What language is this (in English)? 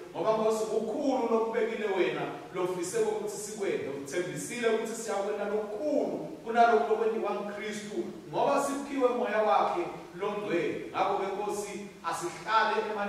Swati